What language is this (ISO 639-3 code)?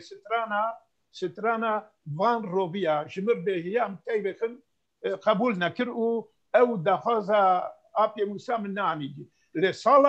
kur